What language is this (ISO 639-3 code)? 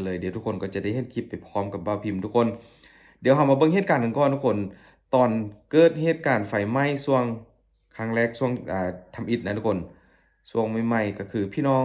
lao